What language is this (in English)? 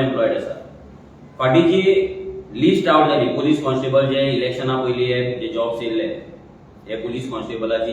Konkani